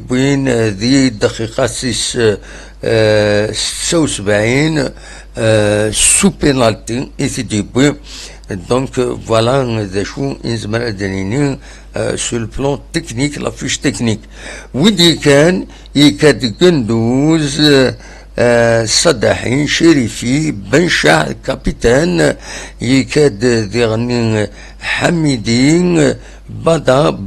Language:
Kabyle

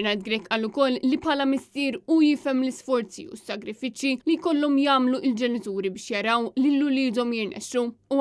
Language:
Maltese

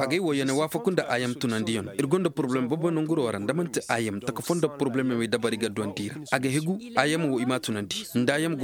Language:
Koyraboro Senni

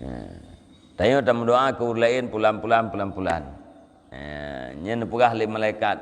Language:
Achinese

